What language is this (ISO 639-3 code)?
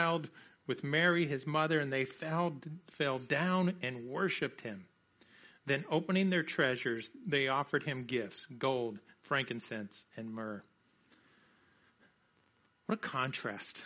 eng